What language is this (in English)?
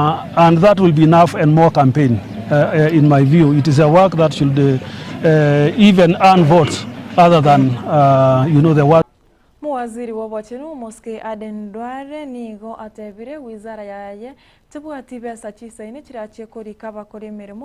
Gusii